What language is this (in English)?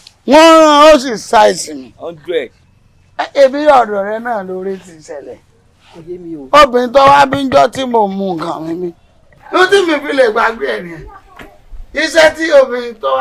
Yoruba